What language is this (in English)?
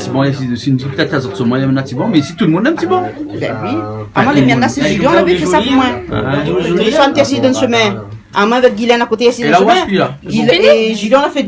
Réunion Creole French